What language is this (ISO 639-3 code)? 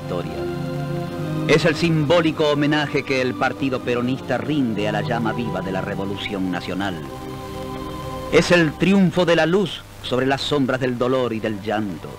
spa